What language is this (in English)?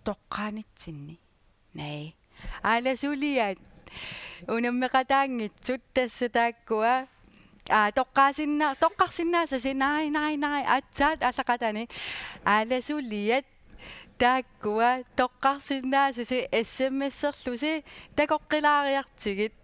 Kalaallisut